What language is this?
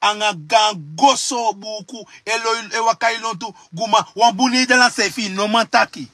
Sranan Tongo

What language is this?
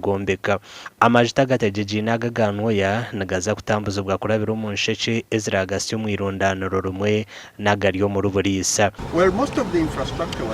Nyankole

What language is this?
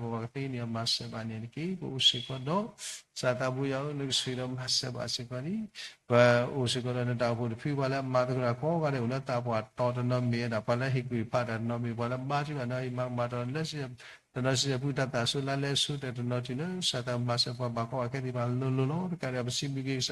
S'gaw Karen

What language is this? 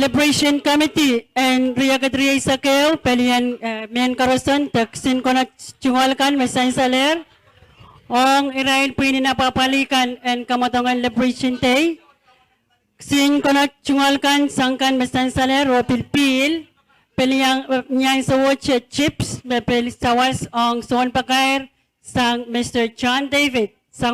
Pohnpeian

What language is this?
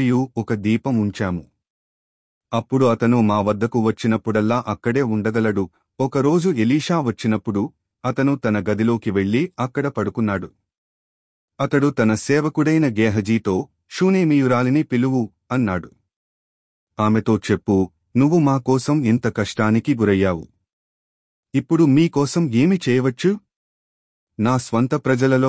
Telugu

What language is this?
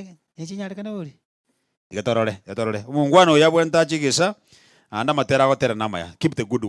Gusii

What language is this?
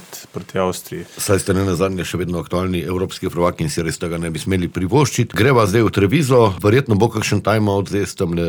Slovenian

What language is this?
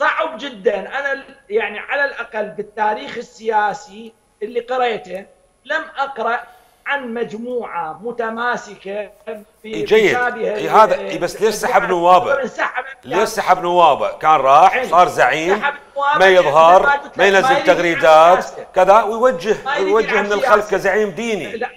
Mesopotamian Arabic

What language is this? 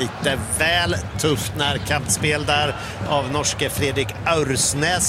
Swedish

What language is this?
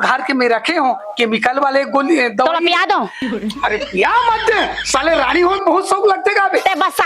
Chhattisgarhi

